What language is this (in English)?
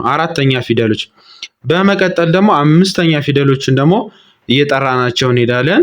Amharic